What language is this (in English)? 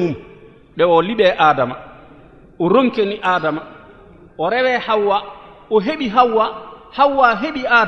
Fula